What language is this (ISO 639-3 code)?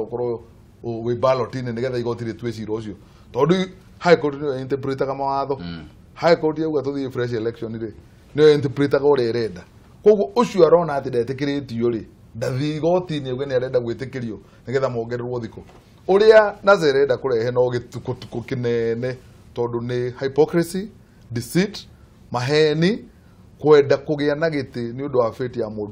kik